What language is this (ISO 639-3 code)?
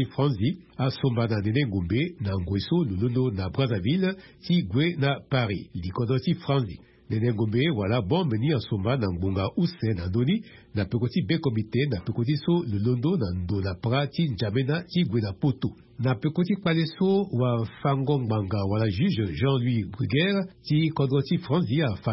sag